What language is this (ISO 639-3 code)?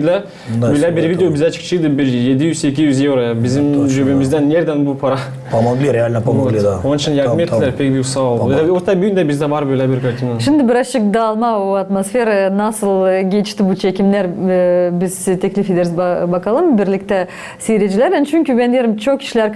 gag